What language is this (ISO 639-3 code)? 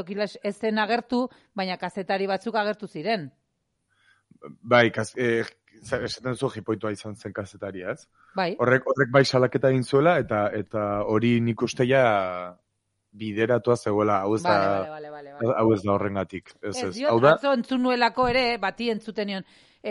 eus